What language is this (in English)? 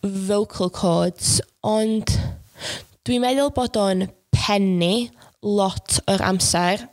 Welsh